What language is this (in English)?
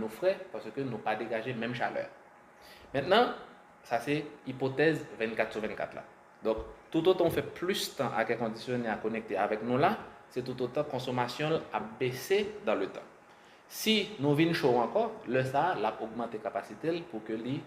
Haitian Creole